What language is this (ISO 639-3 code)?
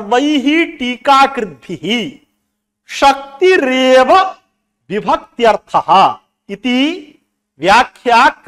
san